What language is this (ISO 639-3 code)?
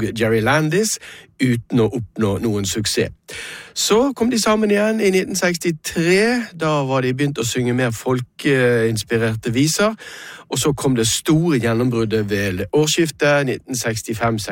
nor